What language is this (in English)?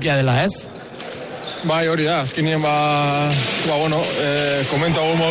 Basque